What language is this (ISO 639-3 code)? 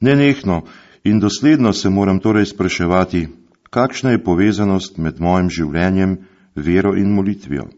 slv